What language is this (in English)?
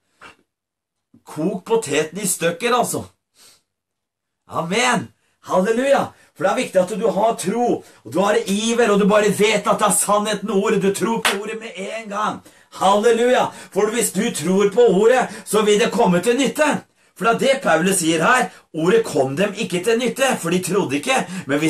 Norwegian